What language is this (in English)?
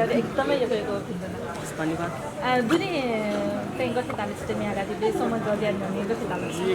Newari